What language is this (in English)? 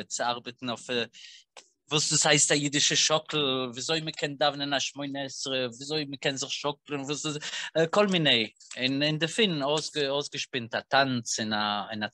Yiddish